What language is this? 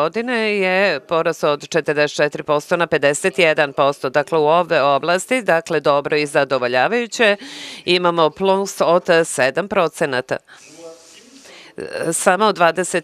Serbian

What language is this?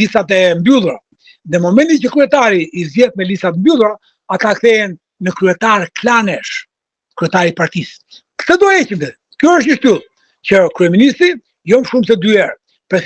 Albanian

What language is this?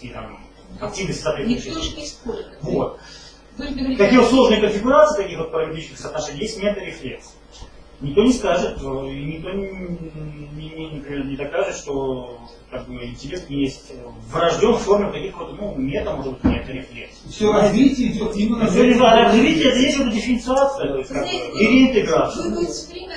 Russian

